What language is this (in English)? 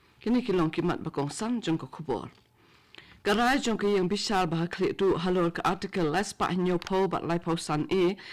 Khasi